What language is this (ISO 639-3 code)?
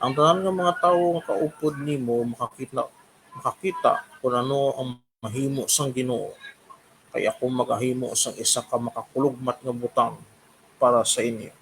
hil